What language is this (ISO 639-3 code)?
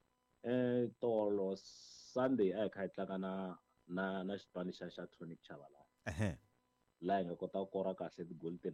tso